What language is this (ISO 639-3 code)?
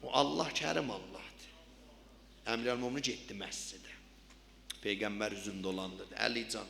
azb